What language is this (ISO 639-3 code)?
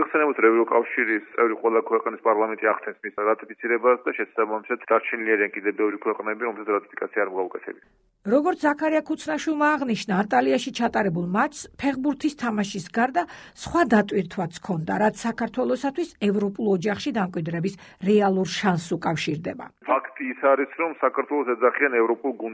kat